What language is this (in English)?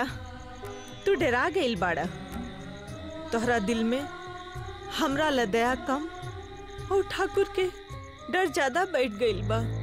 Bhojpuri